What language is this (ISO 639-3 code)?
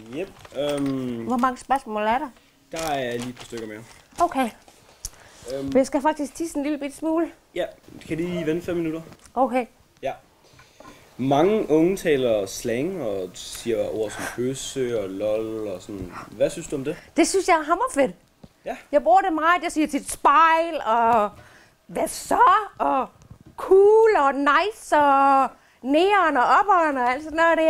dan